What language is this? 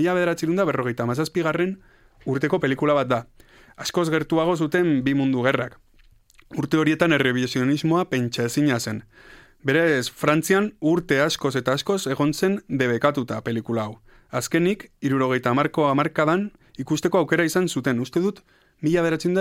Basque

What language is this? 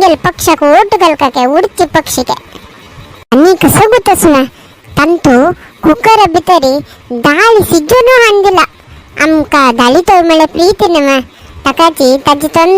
Konkani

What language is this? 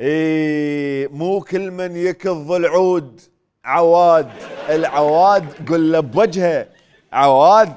Mesopotamian Arabic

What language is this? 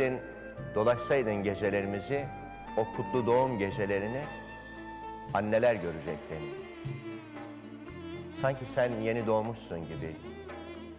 Turkish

